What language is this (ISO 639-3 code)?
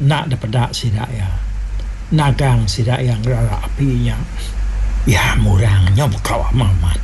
iba